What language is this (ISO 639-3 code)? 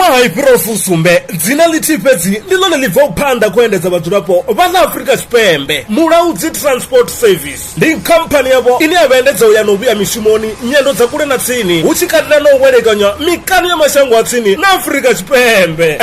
ven